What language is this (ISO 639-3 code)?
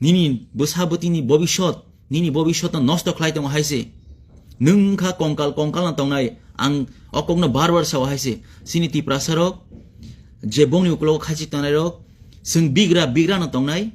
trp